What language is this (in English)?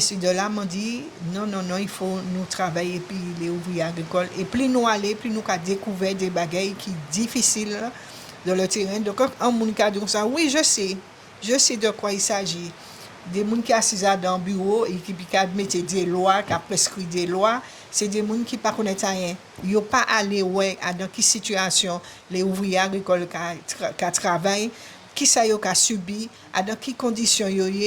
Guadeloupean Creole French